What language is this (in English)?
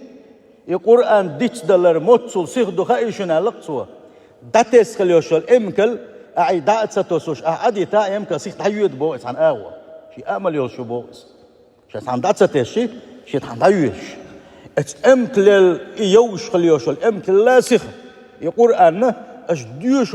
Chechen